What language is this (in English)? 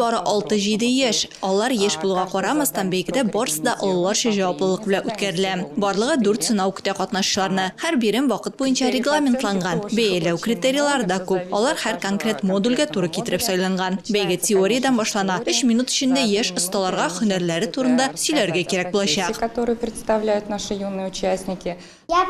Tatar